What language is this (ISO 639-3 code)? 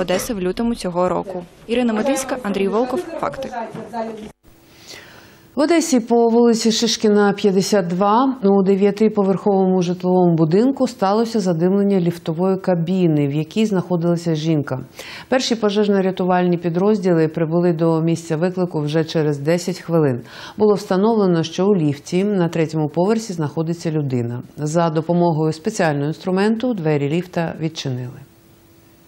ukr